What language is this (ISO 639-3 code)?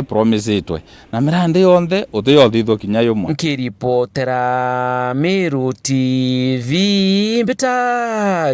mer